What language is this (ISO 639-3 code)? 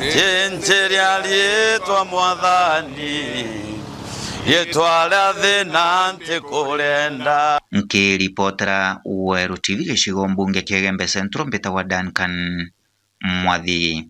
mer